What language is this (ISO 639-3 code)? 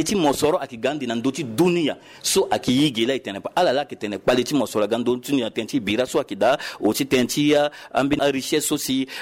sag